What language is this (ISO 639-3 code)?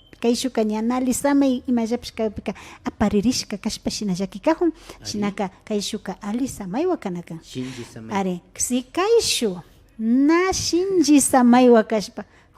qvi